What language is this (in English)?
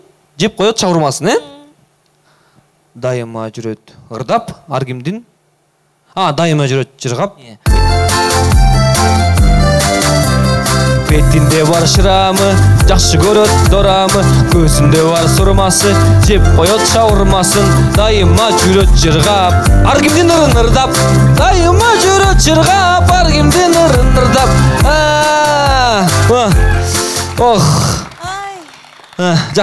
Kyrgyz